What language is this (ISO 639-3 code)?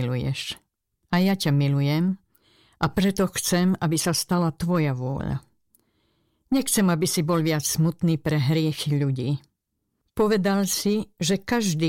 slk